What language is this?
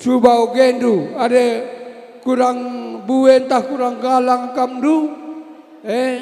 Batak Karo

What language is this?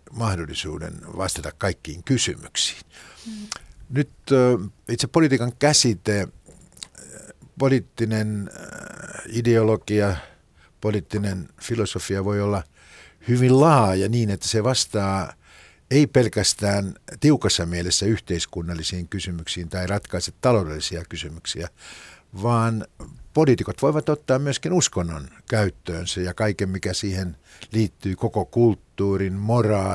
Finnish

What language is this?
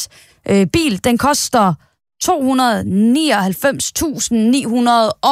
Danish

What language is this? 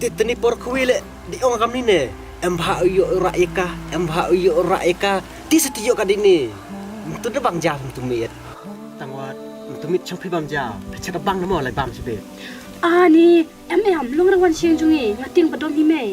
Khasi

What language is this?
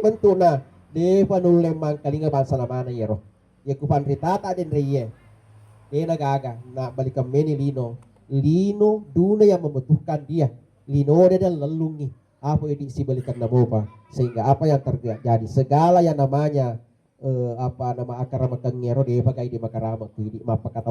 Buginese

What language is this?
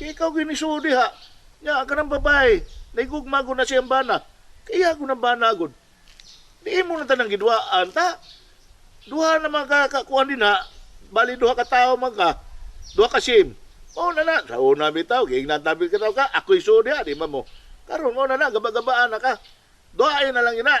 Cebuano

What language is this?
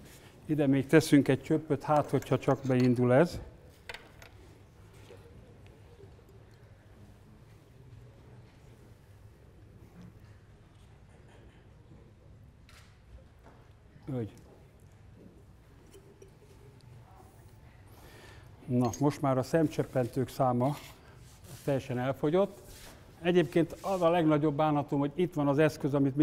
Hungarian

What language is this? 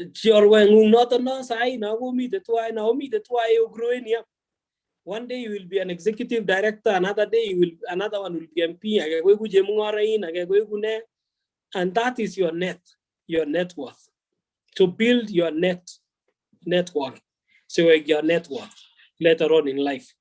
Kalenjin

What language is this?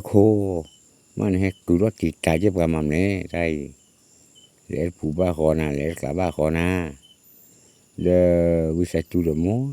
S'gaw Karen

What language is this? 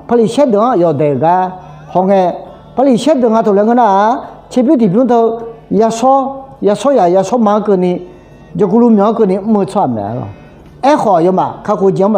Akha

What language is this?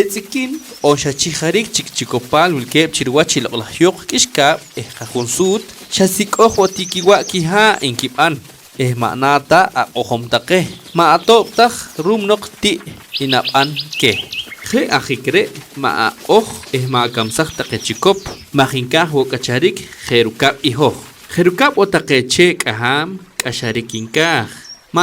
Poqomchi'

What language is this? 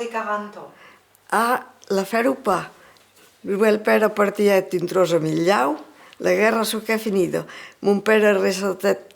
Occitan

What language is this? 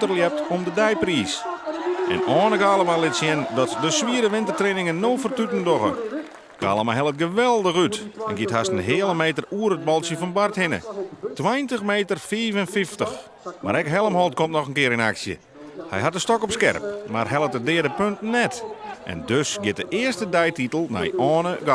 Western Frisian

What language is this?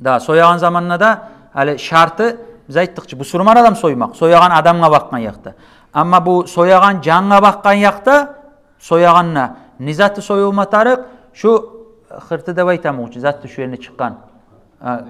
Kumyk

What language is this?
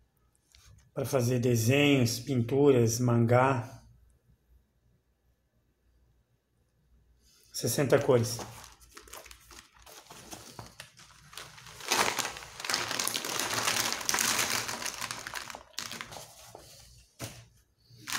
Portuguese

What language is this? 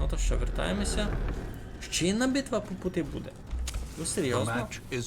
Rusyn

